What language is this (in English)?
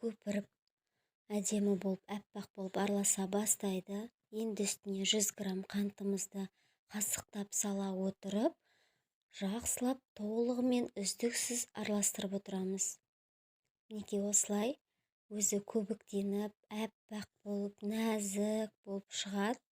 Kazakh